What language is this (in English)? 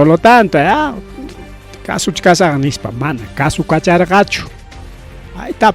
Ayacucho Quechua